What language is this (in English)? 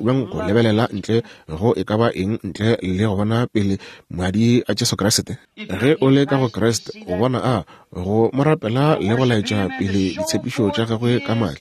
Northern Sotho